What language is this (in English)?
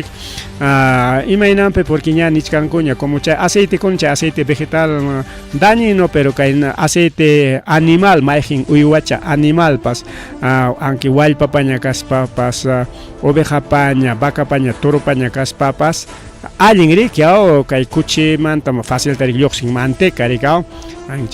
Ayacucho Quechua